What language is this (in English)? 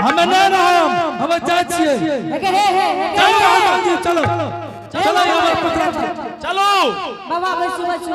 Angika